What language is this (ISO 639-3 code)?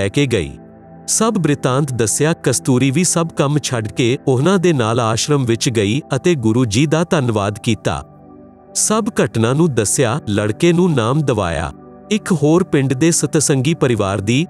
pan